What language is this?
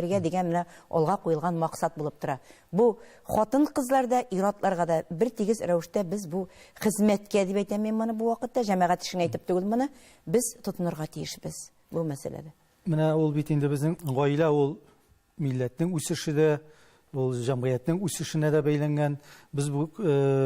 Tatar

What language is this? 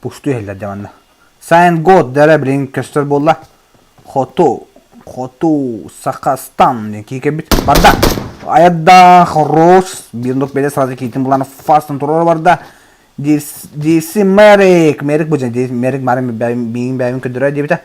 Yakut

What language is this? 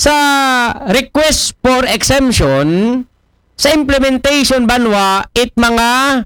Aklanon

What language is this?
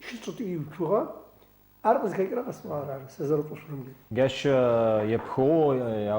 Adyghe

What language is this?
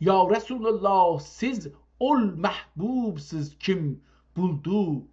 South Azerbaijani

